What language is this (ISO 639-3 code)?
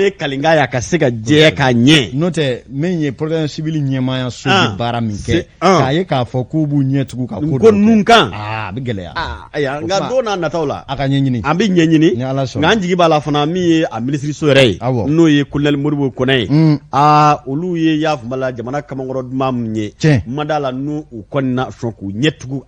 bam